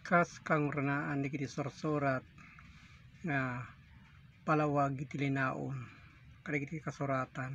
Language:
Iloko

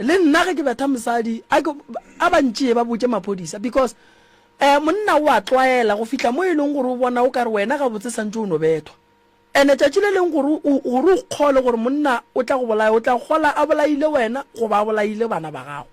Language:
Northern Sotho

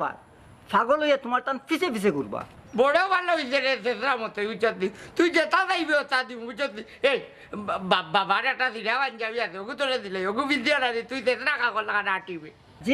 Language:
Sylheti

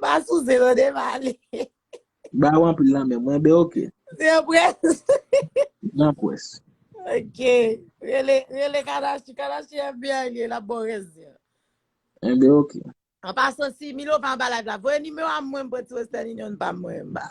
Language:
Haitian Creole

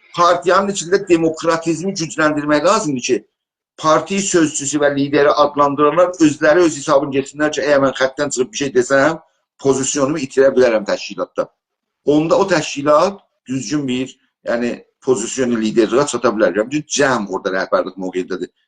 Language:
South Azerbaijani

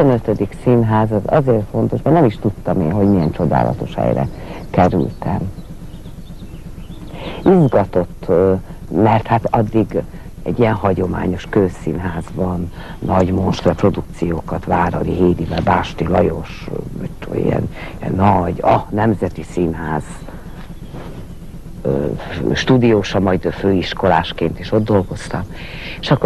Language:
Hungarian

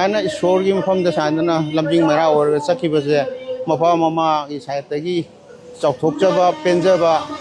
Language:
Manipuri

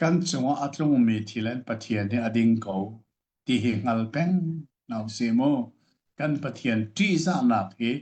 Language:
Hakha Chin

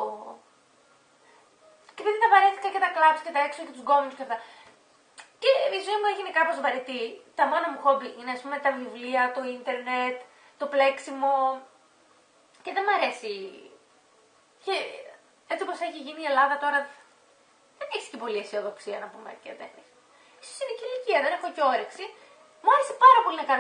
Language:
Greek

